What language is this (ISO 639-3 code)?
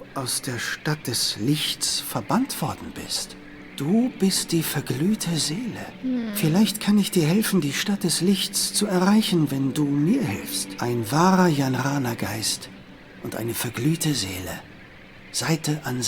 gsw